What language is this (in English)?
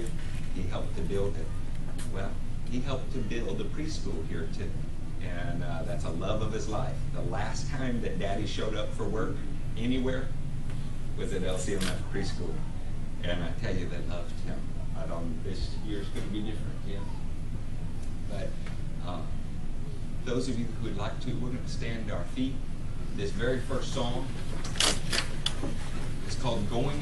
English